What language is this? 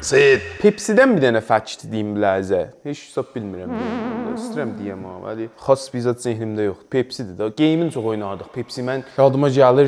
South Azerbaijani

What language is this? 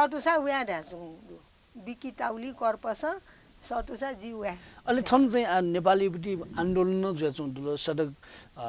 Newari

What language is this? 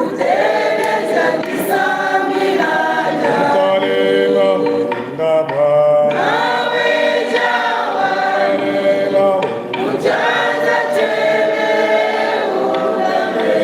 Luba-Lulua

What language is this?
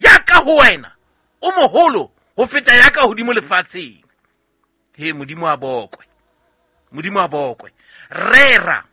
Southern Sotho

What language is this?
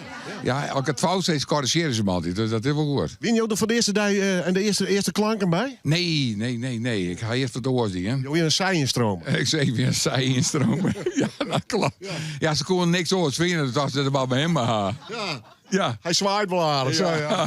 Western Frisian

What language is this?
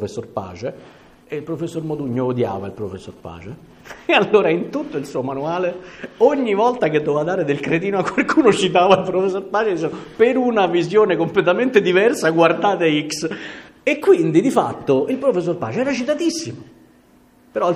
Italian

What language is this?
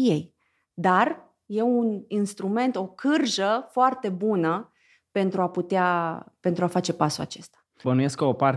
Romanian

